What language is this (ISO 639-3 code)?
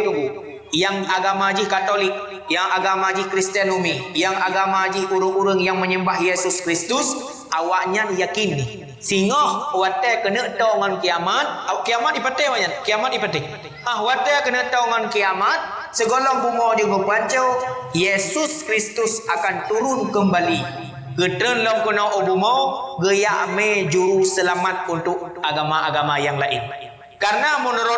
ace